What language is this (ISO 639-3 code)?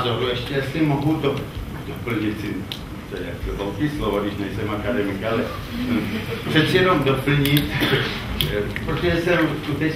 ces